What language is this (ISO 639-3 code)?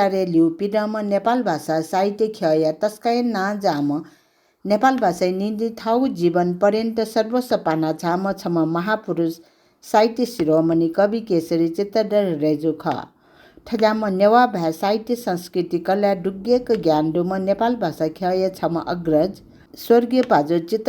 new